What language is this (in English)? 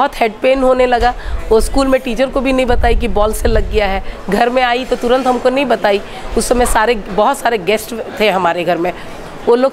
Hindi